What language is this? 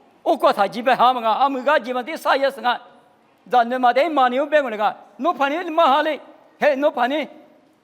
Lisu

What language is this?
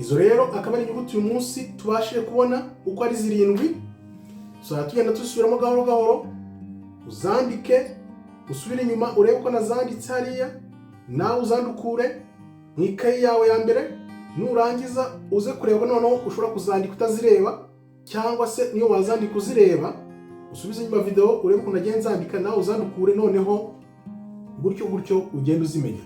Kinyarwanda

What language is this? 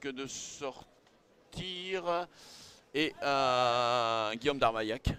French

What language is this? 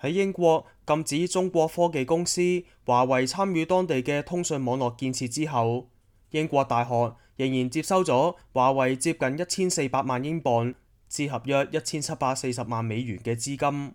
Cantonese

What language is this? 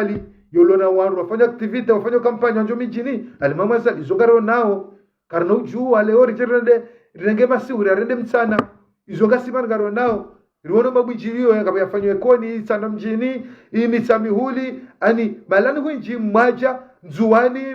Ngazidja Comorian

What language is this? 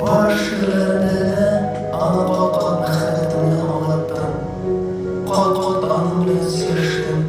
Tatar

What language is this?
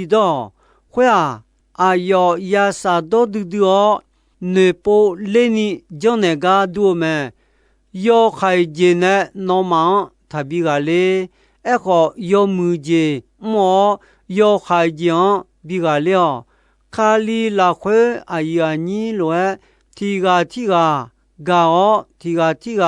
Akha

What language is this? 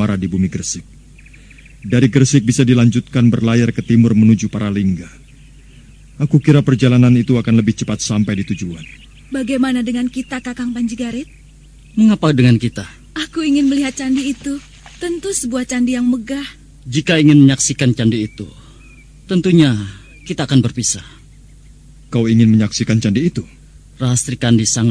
Indonesian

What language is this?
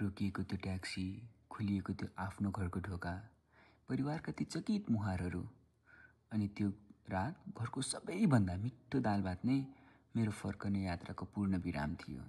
Nepali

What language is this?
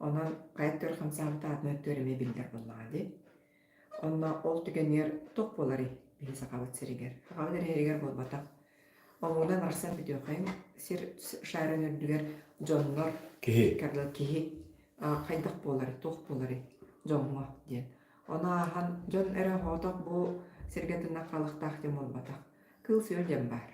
Yakut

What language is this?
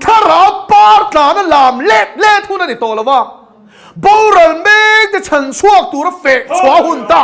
Mizo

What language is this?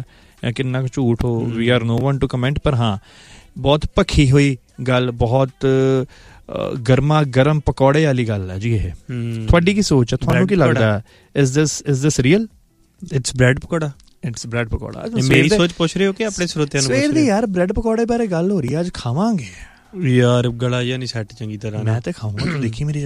Punjabi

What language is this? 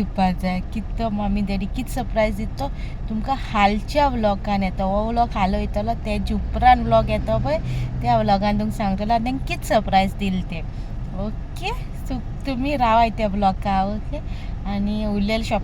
Konkani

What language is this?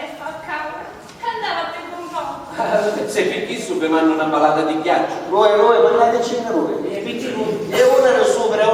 Sicilian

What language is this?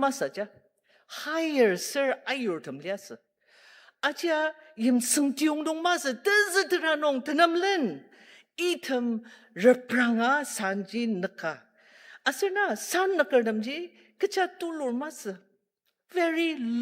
Ao Naga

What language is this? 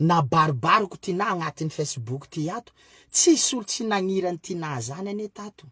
Malagasy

